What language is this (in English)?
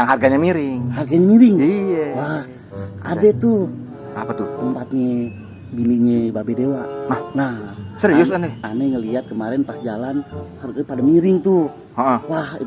Betawi